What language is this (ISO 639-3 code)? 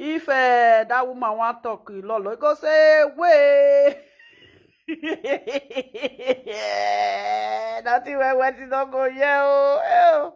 pcm